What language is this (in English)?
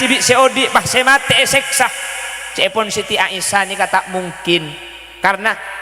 Madurese